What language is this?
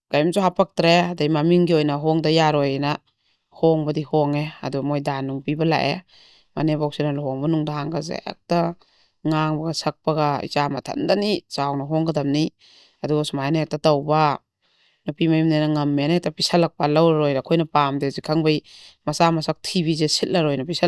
Manipuri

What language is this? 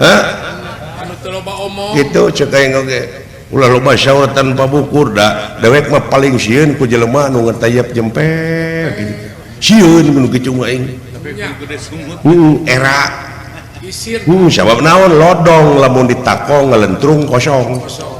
Sundanese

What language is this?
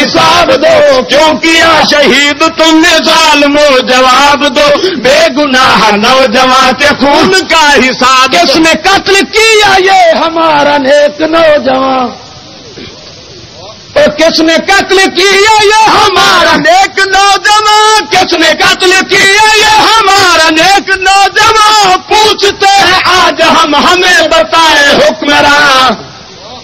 Urdu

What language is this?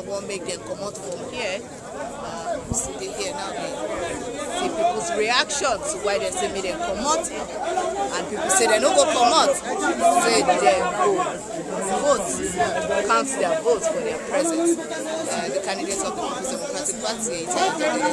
Nigerian Pidgin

